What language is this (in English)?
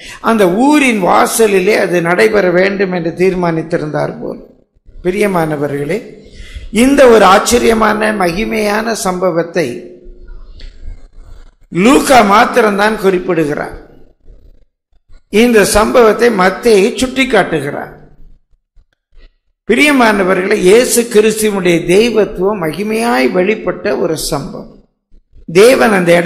Tamil